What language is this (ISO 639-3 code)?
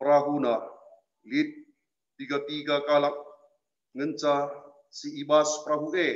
btx